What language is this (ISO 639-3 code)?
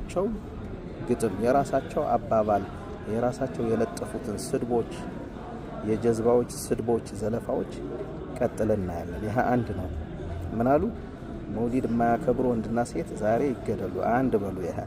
amh